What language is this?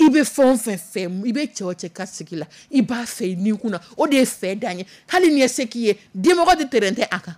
Dyula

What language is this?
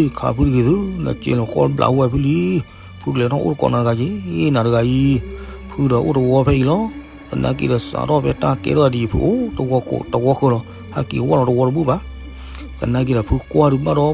S'gaw Karen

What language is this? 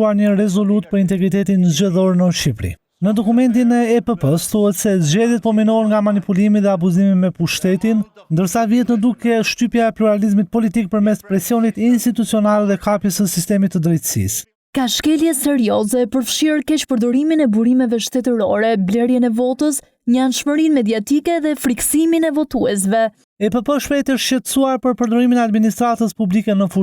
Albanian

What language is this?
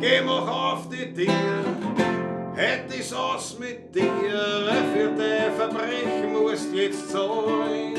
Bavarian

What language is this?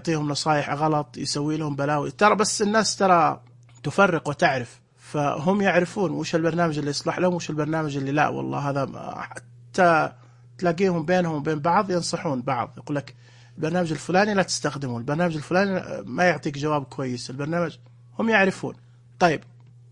Najdi Arabic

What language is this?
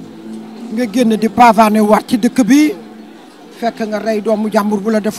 Wolof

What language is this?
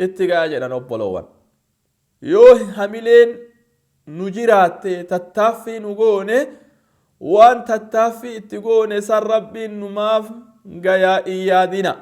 Oromo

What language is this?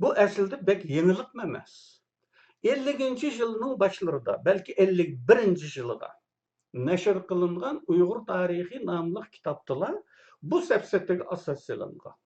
Uyghur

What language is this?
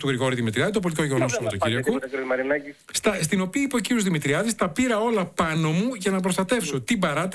Greek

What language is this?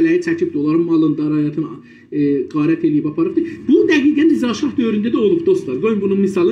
South Azerbaijani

